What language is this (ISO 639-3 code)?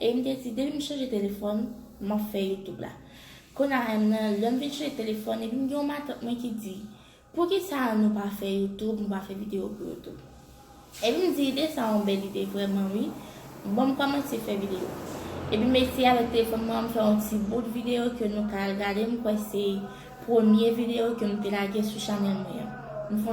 hat